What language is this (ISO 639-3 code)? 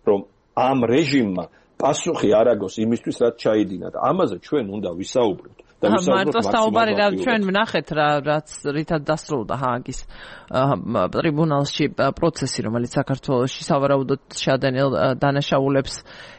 kat